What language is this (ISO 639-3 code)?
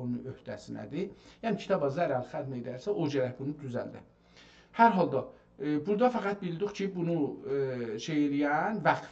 azb